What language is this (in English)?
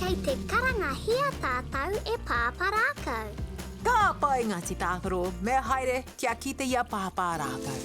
Māori